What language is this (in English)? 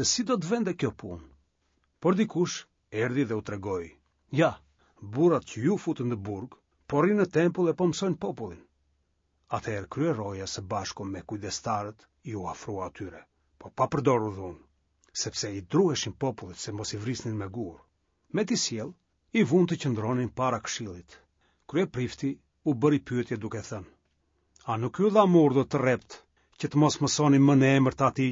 Albanian